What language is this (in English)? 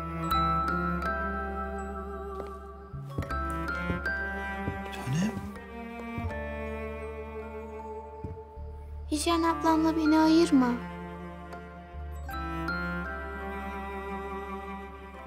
Turkish